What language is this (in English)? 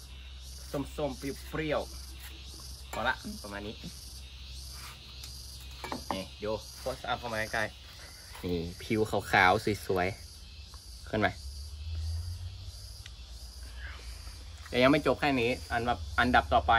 Thai